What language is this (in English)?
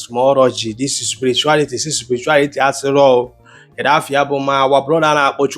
Igbo